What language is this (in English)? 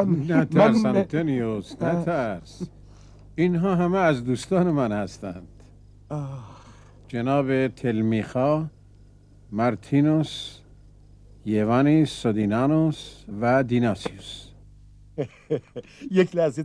Persian